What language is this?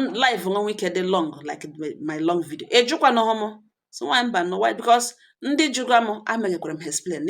Igbo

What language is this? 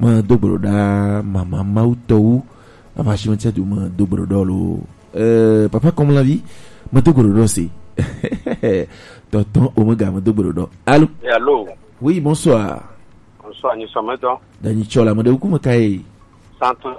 Gen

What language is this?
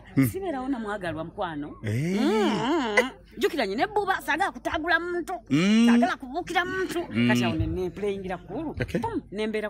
Ganda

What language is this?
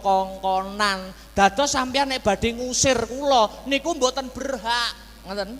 Javanese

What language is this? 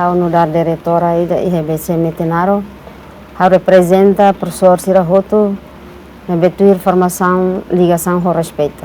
Tetum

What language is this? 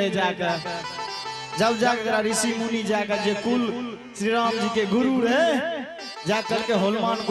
Angika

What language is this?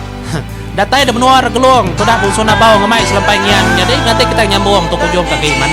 Iban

